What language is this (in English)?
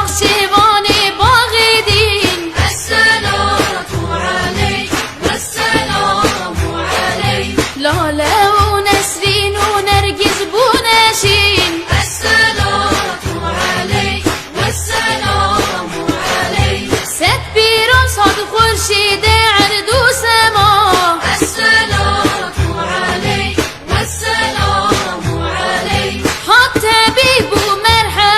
Kurdish